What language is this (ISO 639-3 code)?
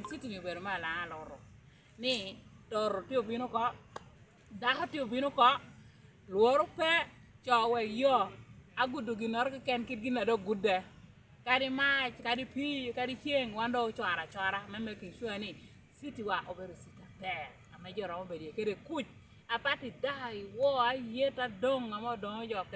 laj